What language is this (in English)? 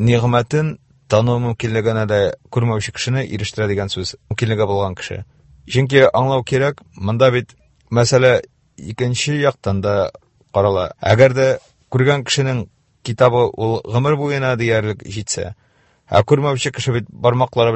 Tatar